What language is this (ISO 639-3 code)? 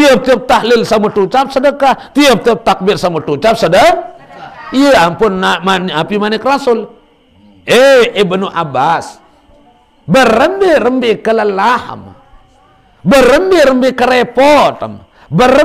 sas